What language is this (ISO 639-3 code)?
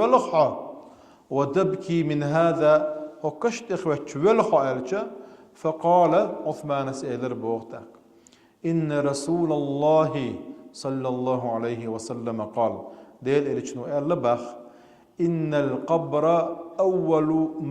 che